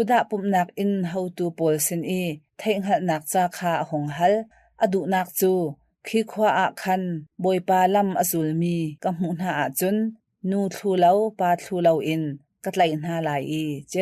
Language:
Hakha Chin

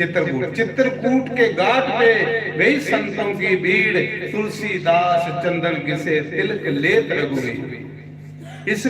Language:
Dogri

